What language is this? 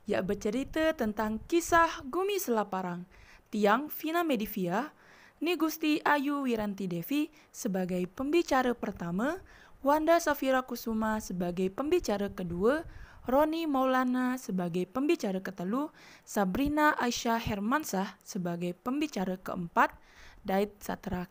Sasak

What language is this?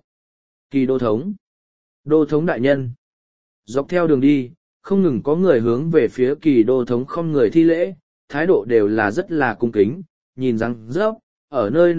Vietnamese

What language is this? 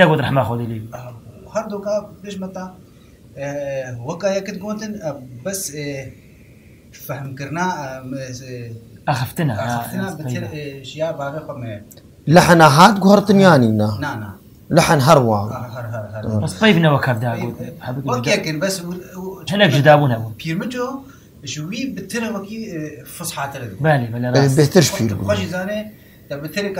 Kurdish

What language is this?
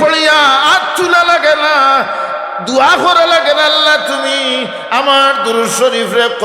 Sylheti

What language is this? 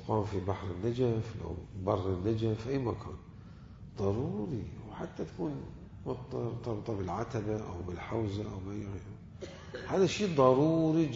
Mesopotamian Arabic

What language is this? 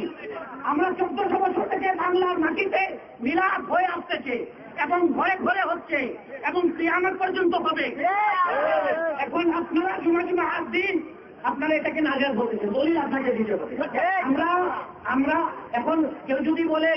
Bangla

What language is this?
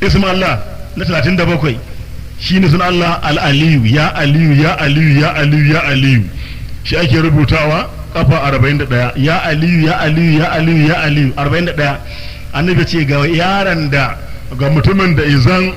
Hausa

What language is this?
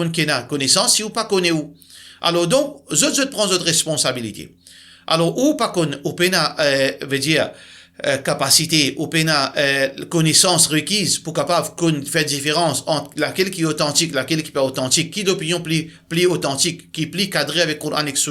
Morisyen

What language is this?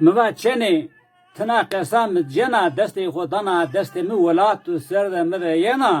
Zaza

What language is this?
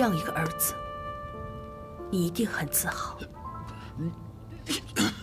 Chinese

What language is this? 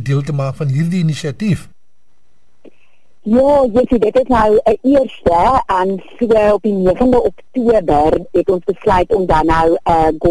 Afrikaans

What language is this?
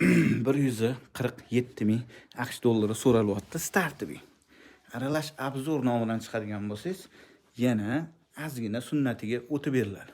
Uzbek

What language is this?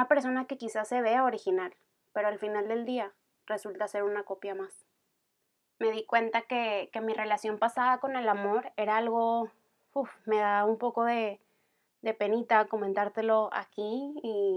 Spanish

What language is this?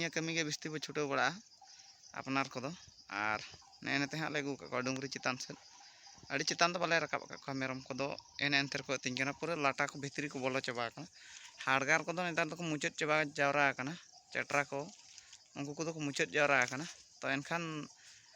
Santali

